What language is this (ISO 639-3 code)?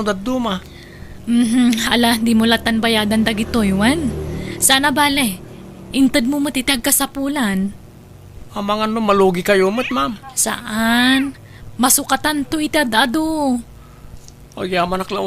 ilo